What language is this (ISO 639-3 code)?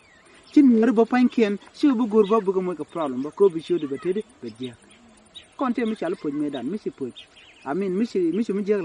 nus